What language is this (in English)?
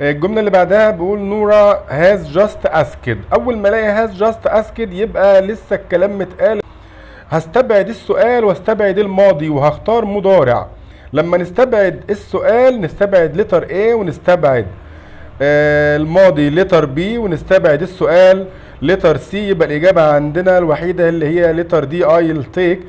Egyptian Arabic